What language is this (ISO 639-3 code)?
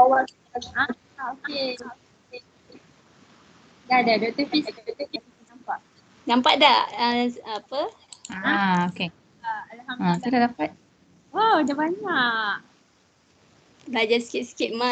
msa